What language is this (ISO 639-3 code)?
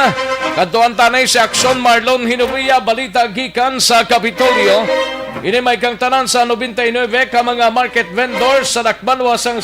hil